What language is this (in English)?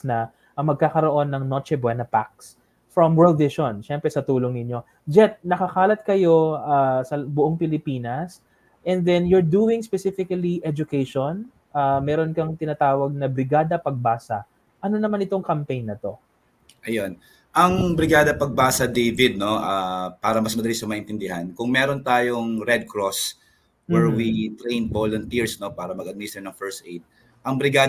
Filipino